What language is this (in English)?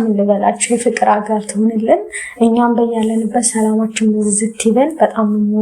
Amharic